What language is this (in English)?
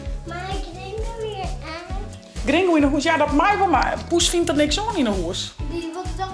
Western Frisian